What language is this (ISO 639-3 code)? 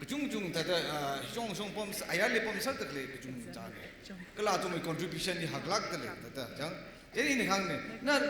nmf